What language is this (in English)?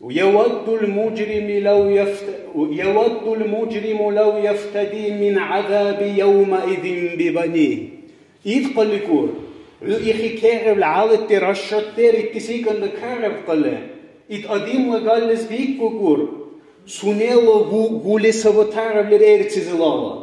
Dargwa